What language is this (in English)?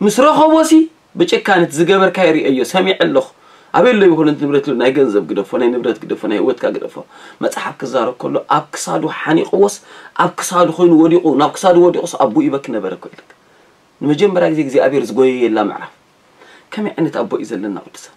Tigrinya